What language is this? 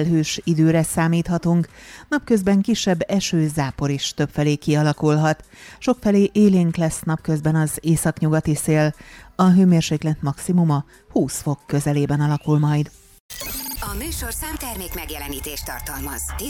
Hungarian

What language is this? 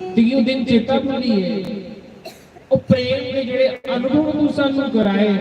Dogri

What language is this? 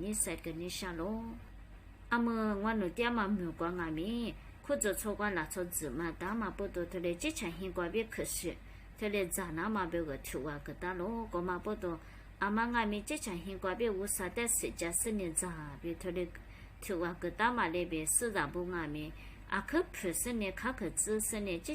Lisu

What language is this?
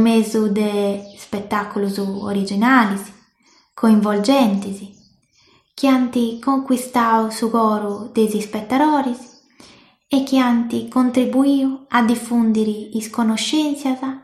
Sardinian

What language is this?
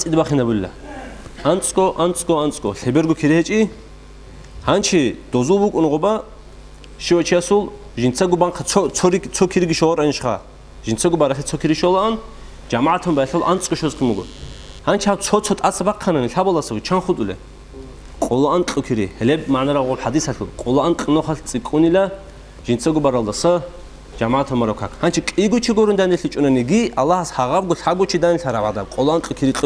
Avaric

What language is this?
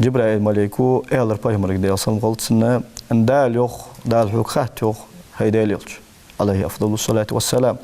Ingush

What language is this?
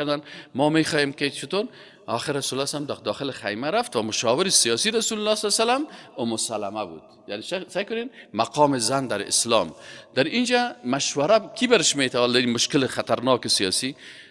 Persian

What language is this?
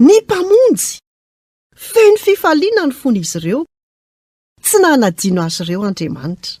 Malagasy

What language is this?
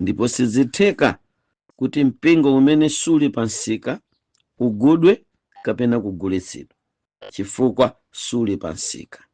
Nyanja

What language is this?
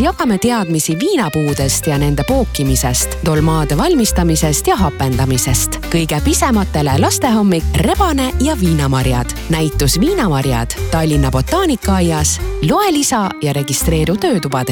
Estonian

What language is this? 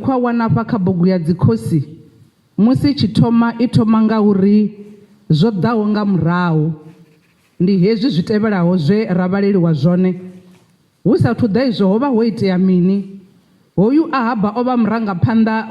Venda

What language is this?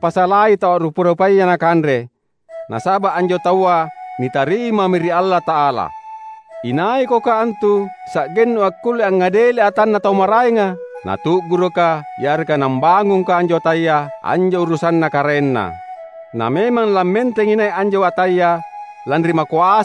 Makasar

